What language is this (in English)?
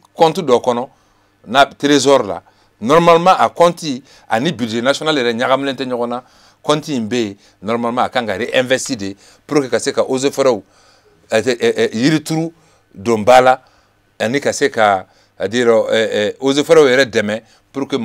Bambara